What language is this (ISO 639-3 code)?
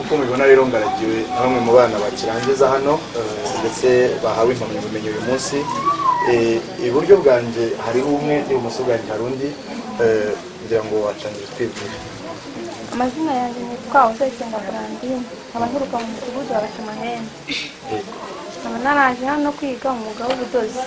kin